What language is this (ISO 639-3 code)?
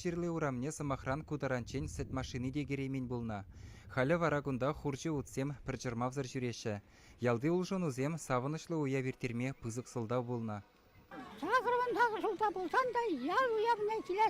chv